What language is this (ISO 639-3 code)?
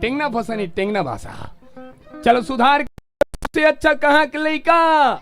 hne